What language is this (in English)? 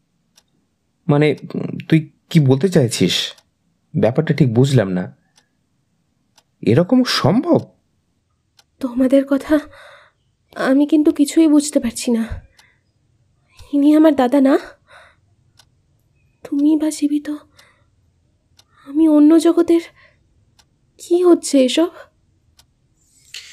Bangla